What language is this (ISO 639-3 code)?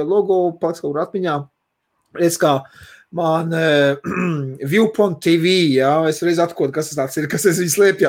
lav